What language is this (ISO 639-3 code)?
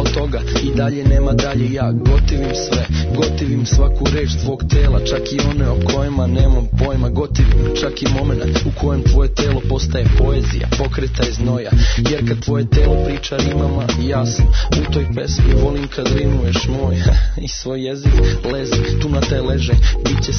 srp